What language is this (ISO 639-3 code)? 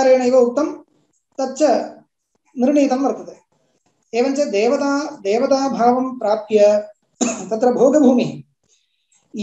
san